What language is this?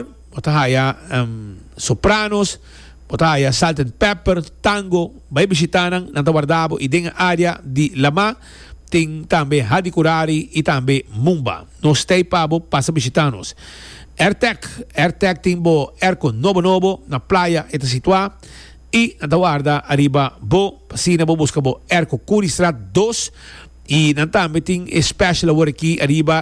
Papiamento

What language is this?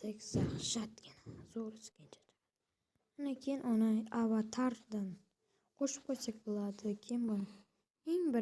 Uzbek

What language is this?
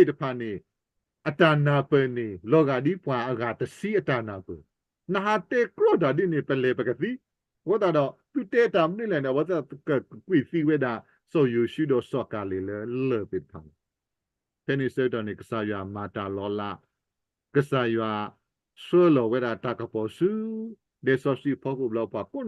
S'gaw Karen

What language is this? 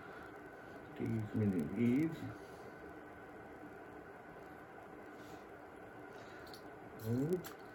Hungarian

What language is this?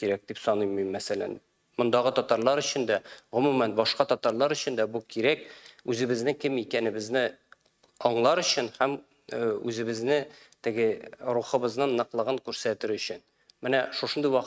Tatar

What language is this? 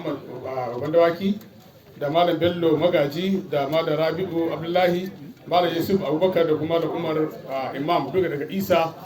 Hausa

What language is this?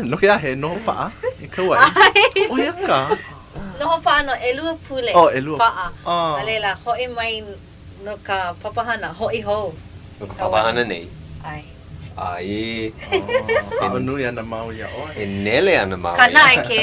Hawaiian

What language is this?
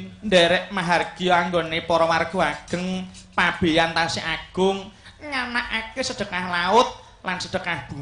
Javanese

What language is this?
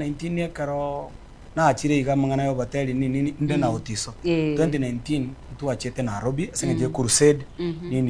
Gusii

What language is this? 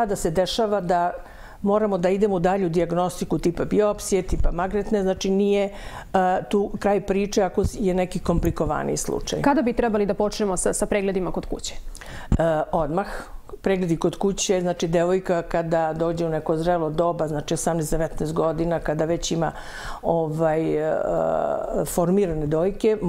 Serbian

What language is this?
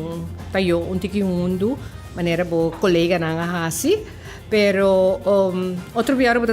Papiamento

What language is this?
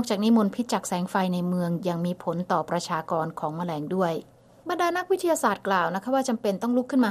Thai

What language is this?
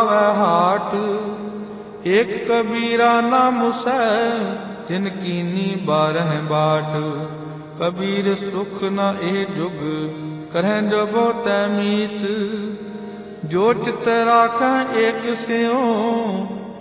Punjabi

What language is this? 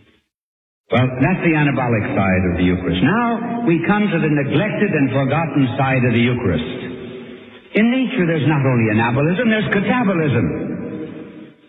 English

